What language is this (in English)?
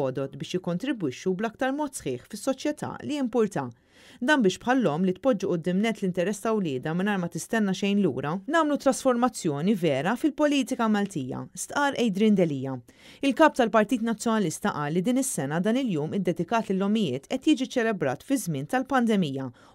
Maltese